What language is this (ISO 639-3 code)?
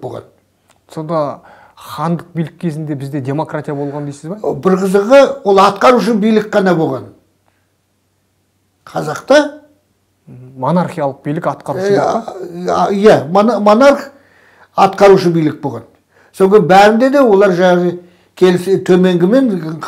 kaz